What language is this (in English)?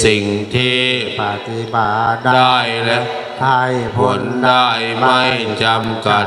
Thai